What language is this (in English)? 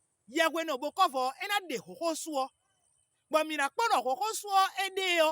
Fon